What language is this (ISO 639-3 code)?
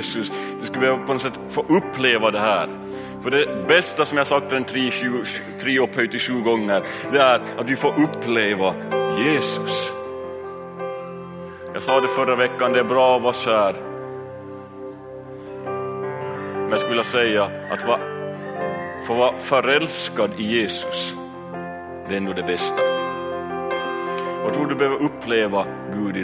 swe